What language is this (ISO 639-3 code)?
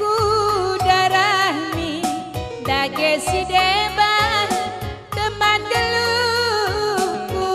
btx